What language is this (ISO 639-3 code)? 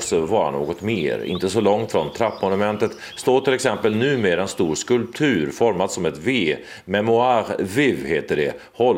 swe